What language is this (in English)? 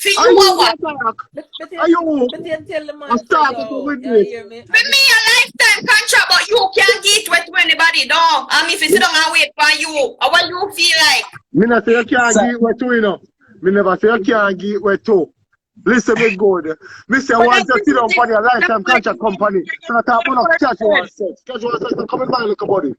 Jamaican Creole English